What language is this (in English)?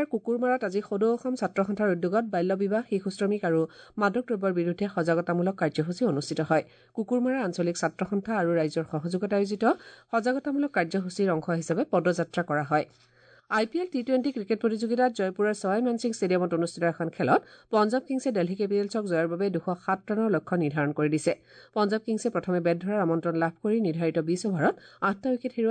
Assamese